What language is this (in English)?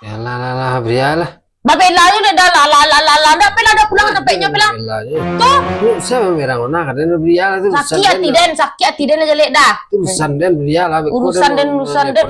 Minangkabau